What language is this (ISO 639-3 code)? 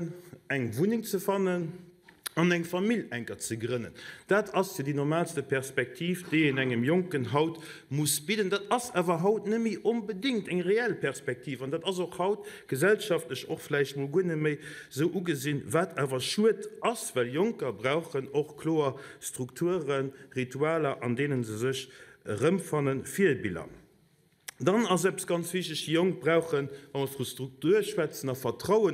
ltz